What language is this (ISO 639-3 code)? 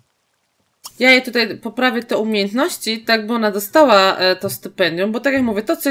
pol